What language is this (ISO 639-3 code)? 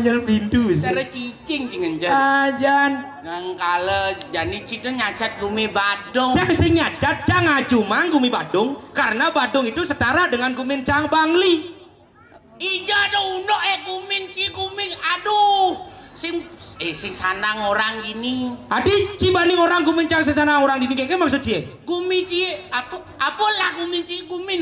ban